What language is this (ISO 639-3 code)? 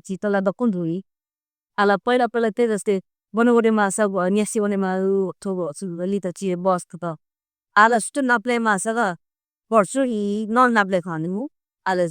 new